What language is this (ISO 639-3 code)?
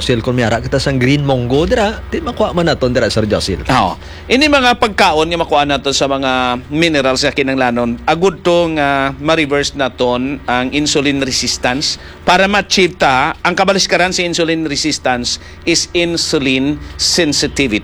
hil